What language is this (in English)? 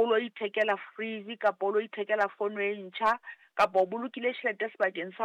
Southern Sotho